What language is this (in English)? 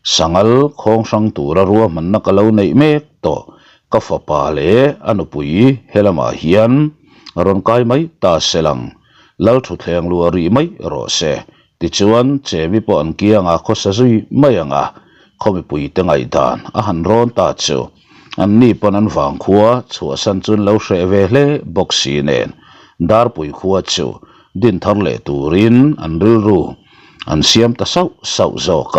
Mizo